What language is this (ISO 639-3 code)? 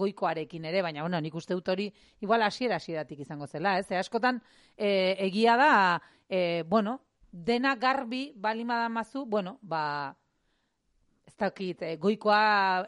eus